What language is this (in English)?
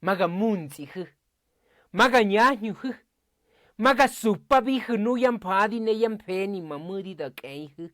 Mezquital Otomi